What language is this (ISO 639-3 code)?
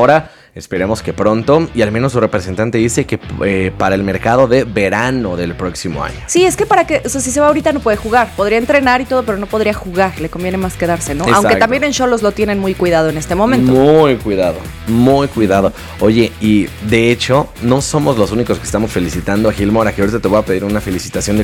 spa